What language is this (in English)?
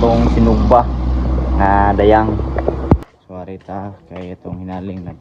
Cebuano